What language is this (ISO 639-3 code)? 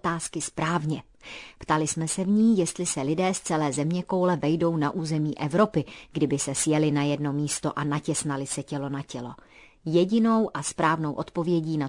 ces